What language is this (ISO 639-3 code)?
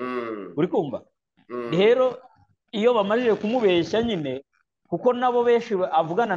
kin